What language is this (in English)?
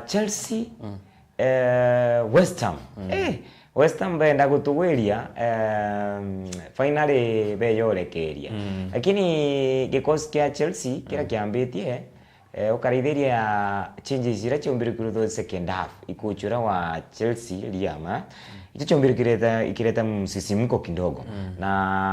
Meru